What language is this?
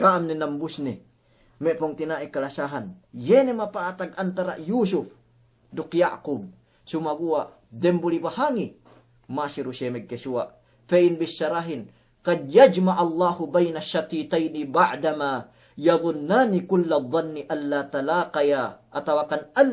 Yakan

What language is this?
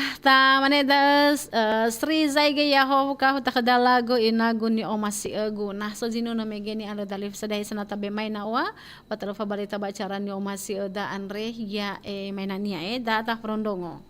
Nias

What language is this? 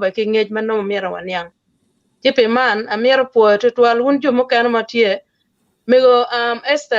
Acoli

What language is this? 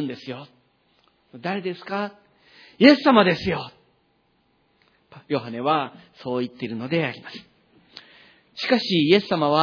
Japanese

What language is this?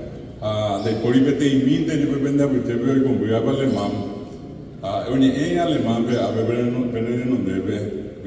Guarani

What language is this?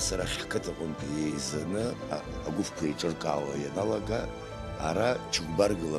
Abkhazian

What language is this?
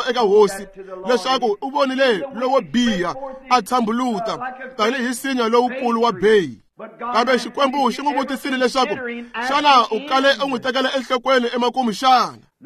Tsonga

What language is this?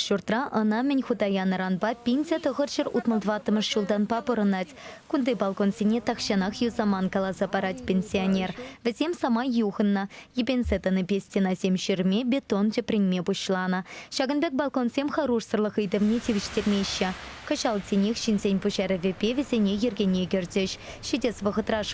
Chuvash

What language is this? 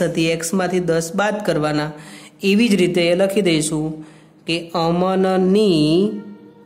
Gujarati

